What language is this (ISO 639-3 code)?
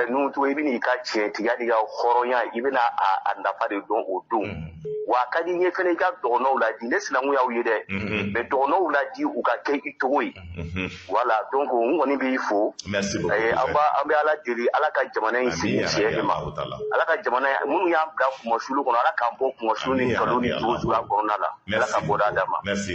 bam